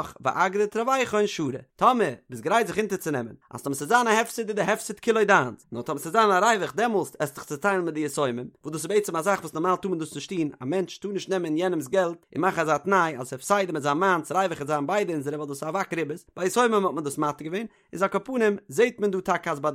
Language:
Yiddish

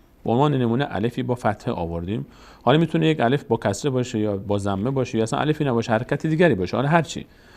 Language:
Persian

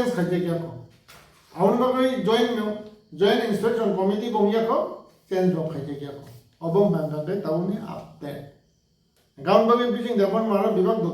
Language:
Kok Borok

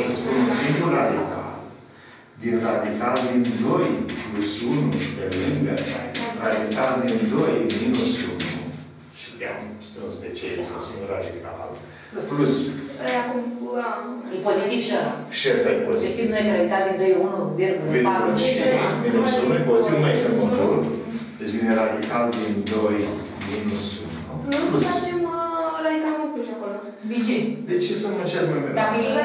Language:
Romanian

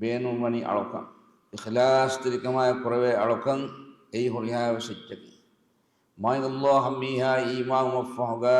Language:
Divehi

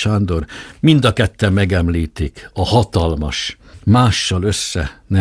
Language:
Hungarian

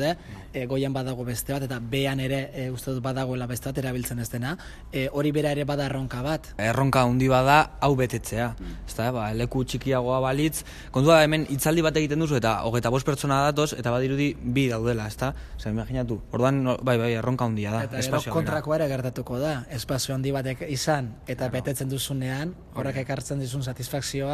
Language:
Basque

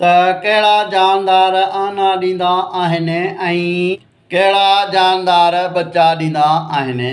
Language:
Sindhi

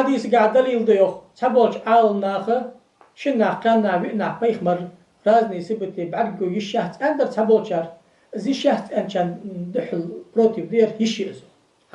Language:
Ingush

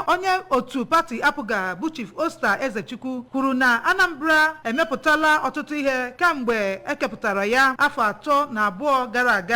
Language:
Igbo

